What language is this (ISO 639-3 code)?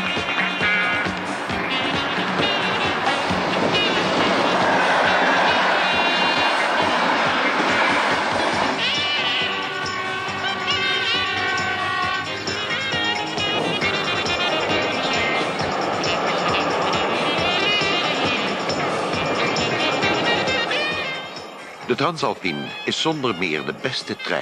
nld